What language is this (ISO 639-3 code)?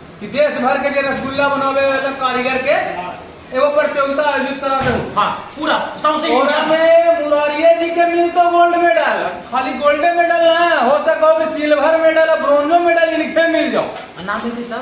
mag